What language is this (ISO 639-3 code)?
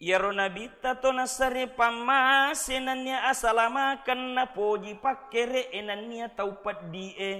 bug